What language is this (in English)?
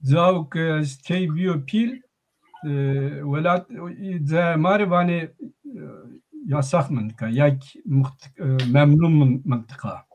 Zaza